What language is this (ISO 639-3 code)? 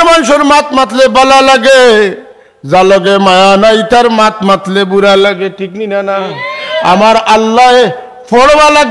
syl